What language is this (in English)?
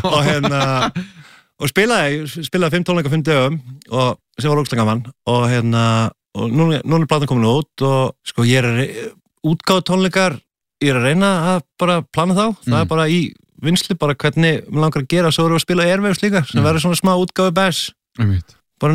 Icelandic